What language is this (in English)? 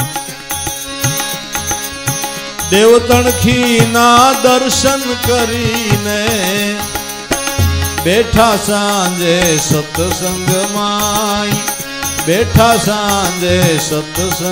Gujarati